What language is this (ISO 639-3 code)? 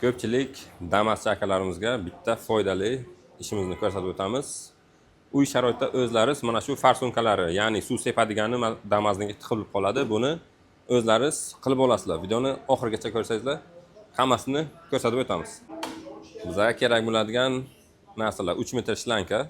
uzb